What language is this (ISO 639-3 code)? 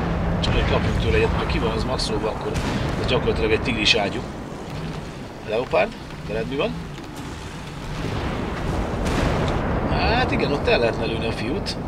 hun